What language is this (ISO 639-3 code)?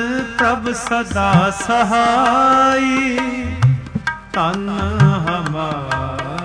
pan